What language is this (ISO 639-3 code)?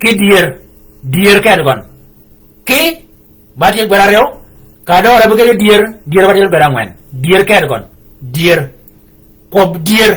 shk